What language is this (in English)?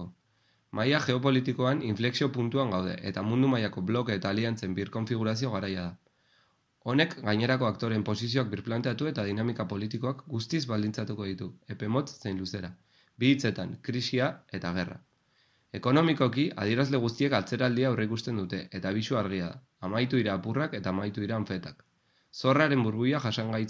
Basque